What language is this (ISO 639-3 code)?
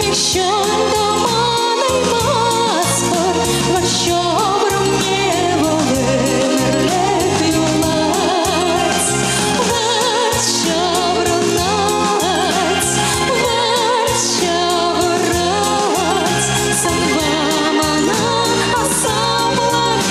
chv